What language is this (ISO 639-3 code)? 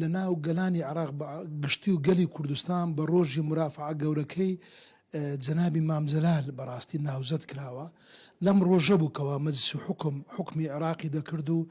ckb